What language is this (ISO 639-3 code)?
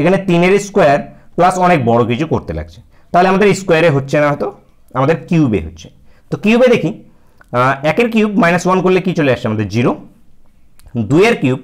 ben